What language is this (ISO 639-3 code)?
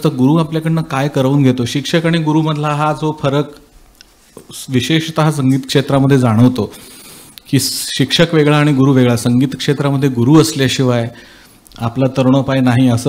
mar